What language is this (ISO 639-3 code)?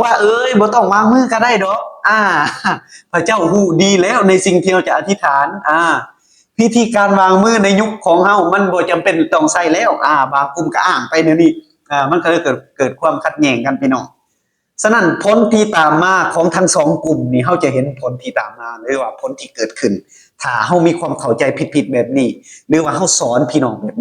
lao